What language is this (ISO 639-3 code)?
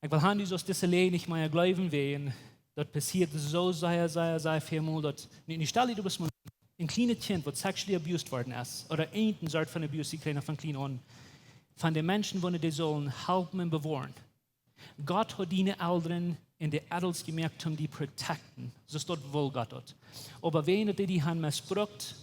pdt